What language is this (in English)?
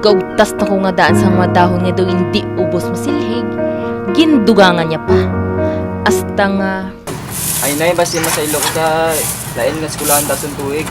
Hiligaynon